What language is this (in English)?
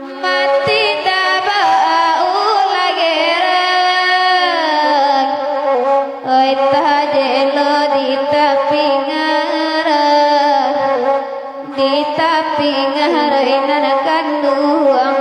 Minangkabau